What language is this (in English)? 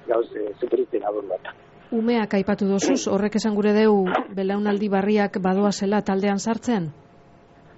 Basque